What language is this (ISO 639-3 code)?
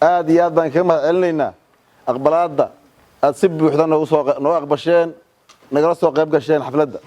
som